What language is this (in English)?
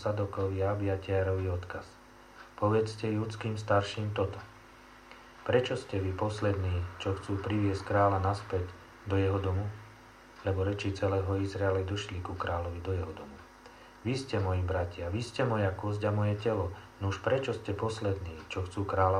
Slovak